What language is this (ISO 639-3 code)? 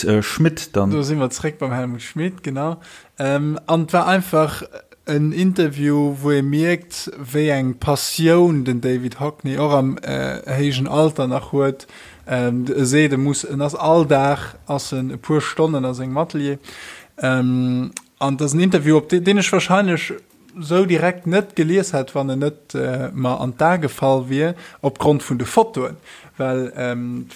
ltz